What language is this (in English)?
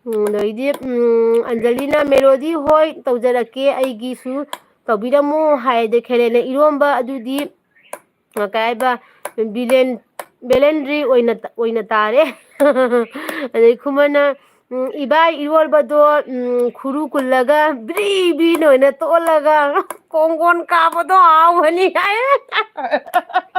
Manipuri